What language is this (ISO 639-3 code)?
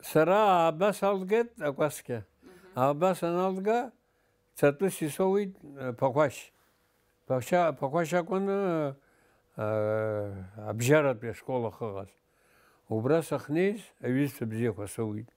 abk